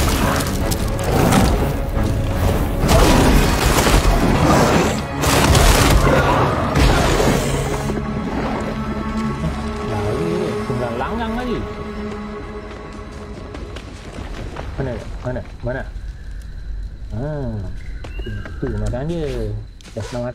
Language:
Malay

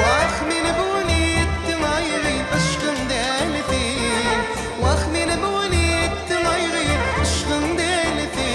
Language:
Turkmen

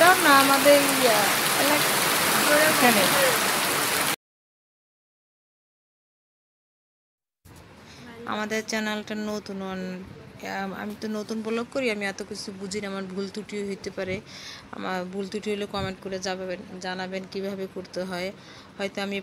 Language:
Bangla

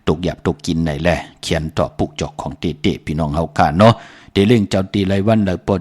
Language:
Shan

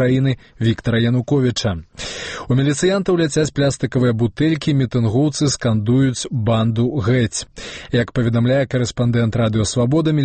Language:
Belarusian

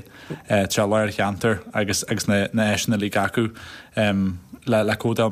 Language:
Irish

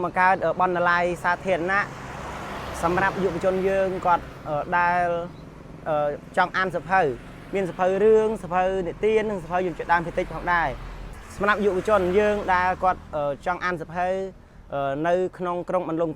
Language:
Khmer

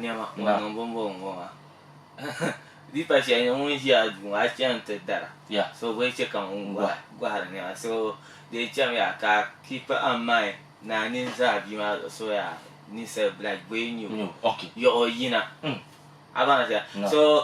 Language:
Dagbani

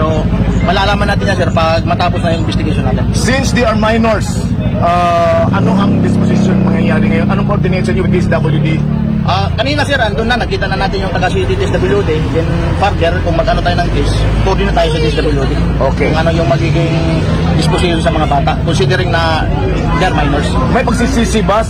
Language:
Filipino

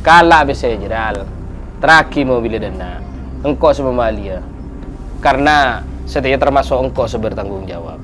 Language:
Madurese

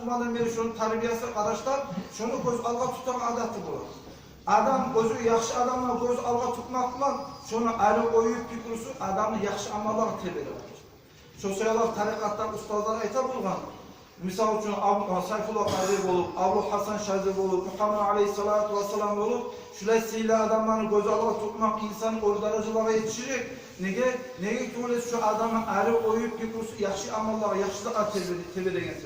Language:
Kumyk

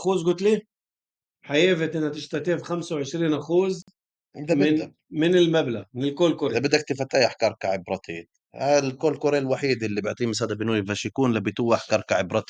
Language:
North Levantine Arabic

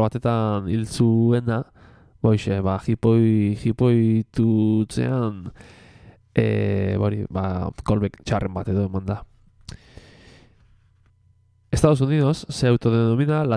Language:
Basque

